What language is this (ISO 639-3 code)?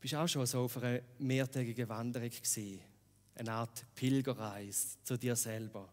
gsw